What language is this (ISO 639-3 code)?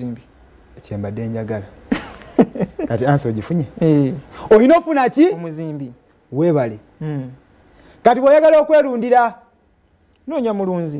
lug